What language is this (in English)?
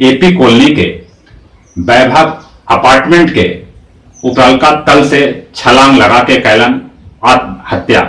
Magahi